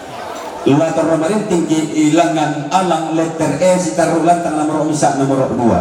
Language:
Toraja-Sa'dan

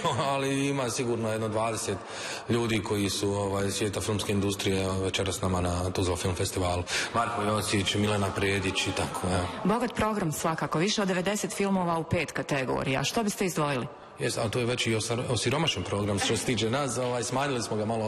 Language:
Bosnian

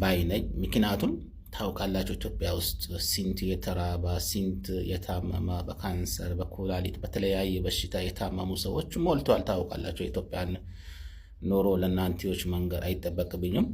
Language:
Amharic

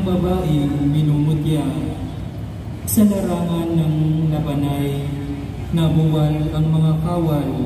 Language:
Filipino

